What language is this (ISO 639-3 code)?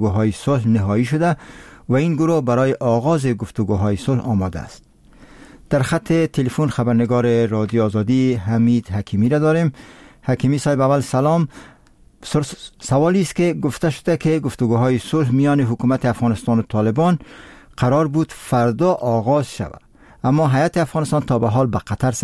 fas